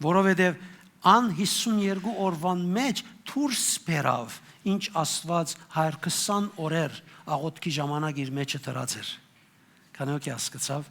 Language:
Western Armenian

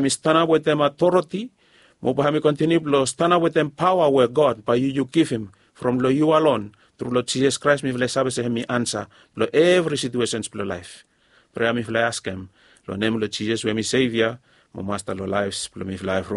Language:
Bislama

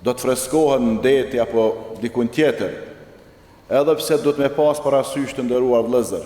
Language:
Albanian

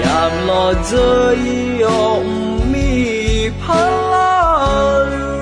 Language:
Akha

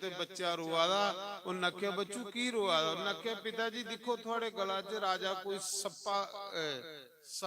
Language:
Dogri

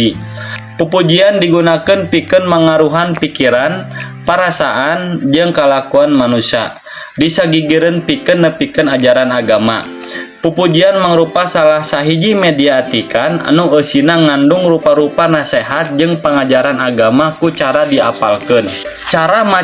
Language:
Sundanese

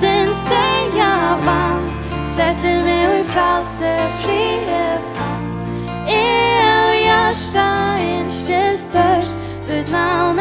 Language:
Faroese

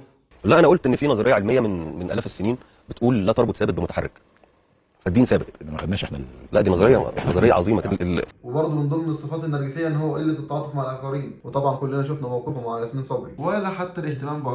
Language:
Egyptian Arabic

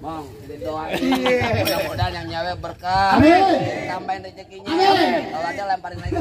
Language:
Betawi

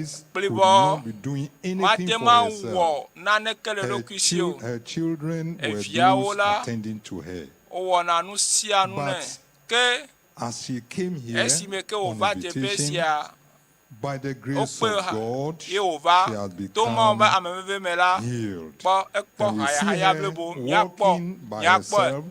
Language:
Ewe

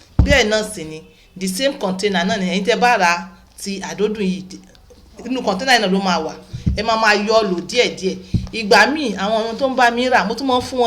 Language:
Yoruba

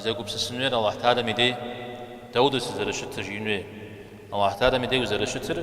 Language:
Kabardian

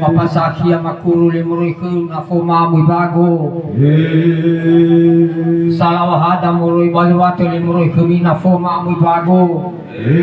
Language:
Nias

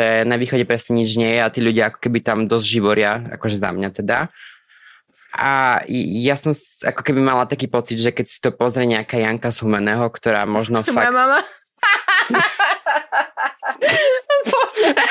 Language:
Slovak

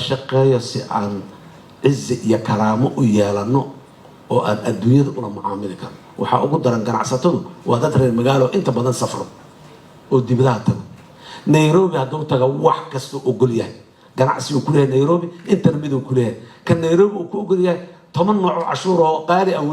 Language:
Somali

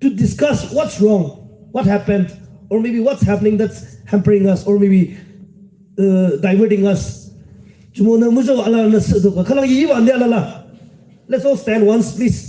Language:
Yimchungru Naga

